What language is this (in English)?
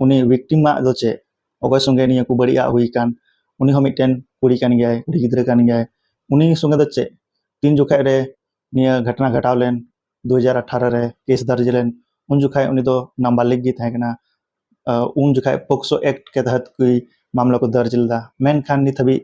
Santali